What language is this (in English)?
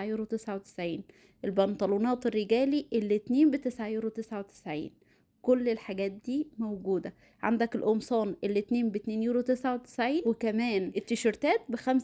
Egyptian Arabic